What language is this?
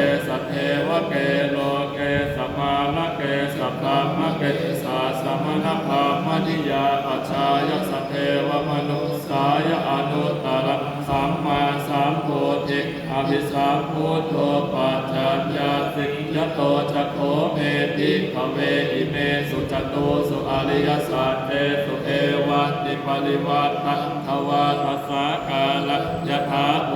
Pali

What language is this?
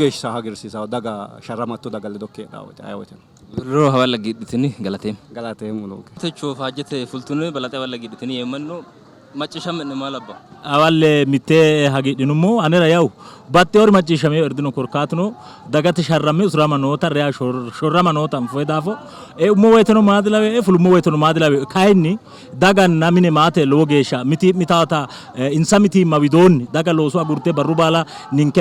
Sidamo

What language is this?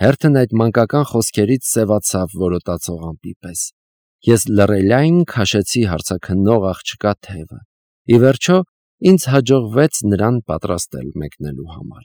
Armenian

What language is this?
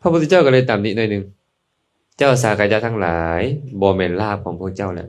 Lao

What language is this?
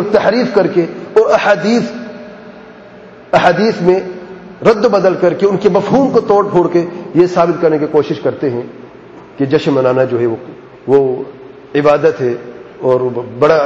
Urdu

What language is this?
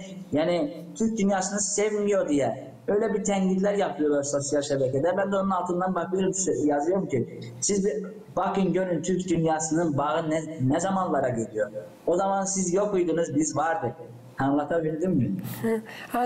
Gagauz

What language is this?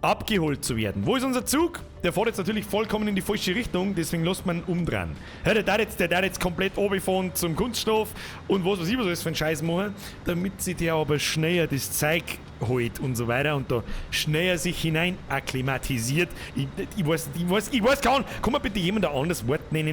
Bavarian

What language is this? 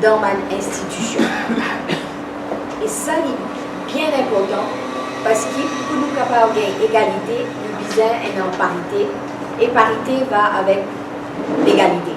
Morisyen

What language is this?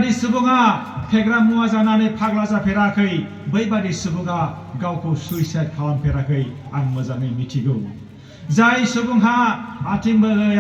Bodo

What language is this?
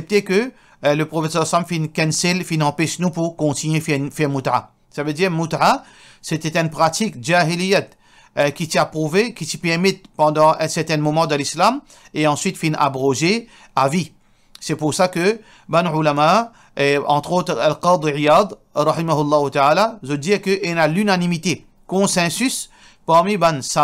Morisyen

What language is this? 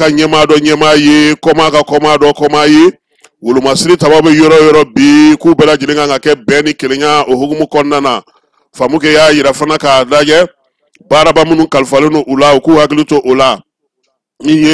Bambara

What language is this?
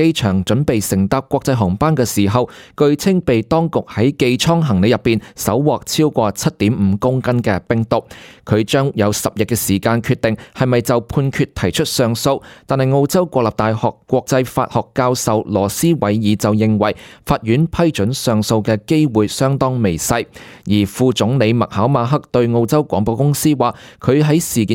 Cantonese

